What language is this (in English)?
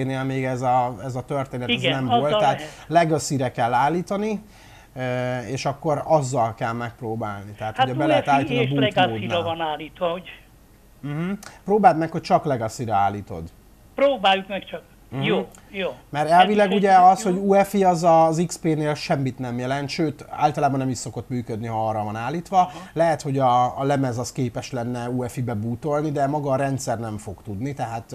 Hungarian